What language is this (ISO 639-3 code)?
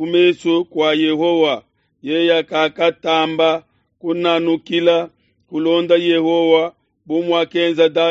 lua